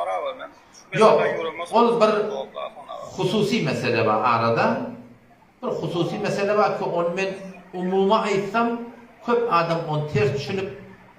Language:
Turkmen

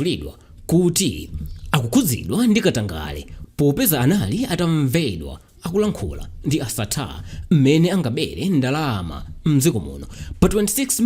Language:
Nyanja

